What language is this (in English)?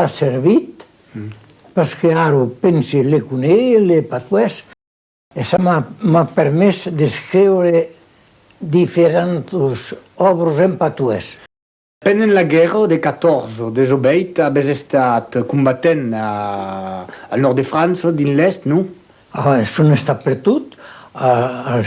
Occitan